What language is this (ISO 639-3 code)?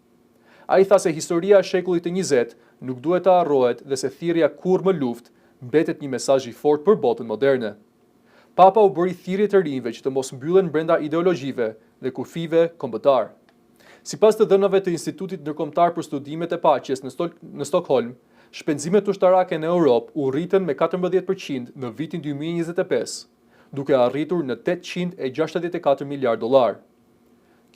sqi